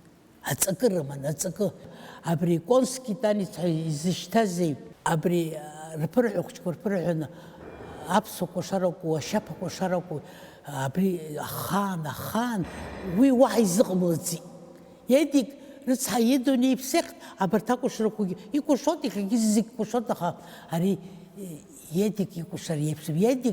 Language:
Abkhazian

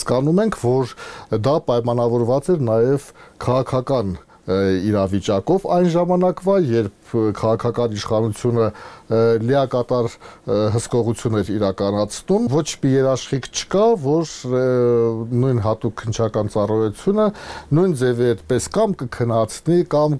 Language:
Armenian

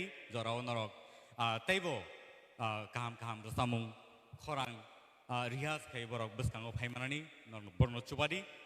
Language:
Kok Borok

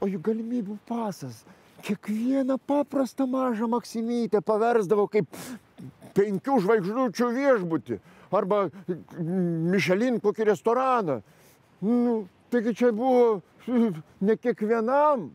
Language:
Lithuanian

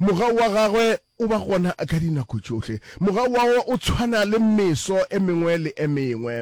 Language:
Northern Sotho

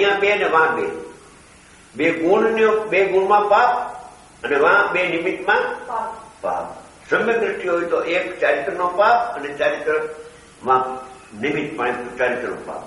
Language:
Gujarati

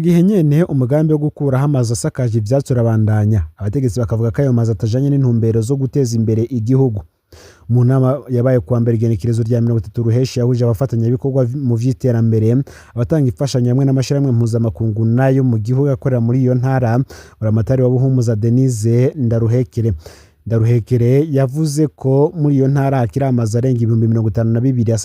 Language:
Rundi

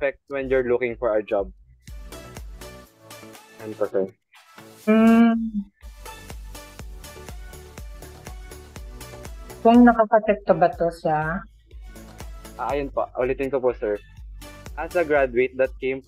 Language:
Filipino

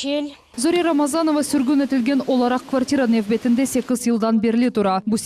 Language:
Crimean Tatar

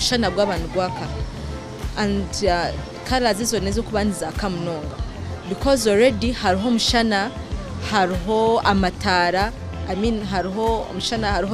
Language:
Nyankole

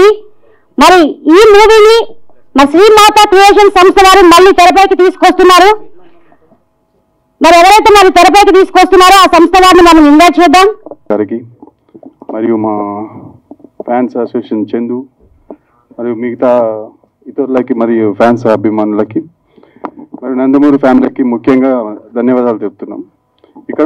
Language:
Telugu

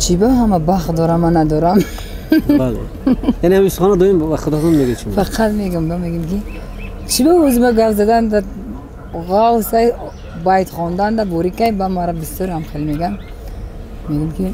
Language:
Tajik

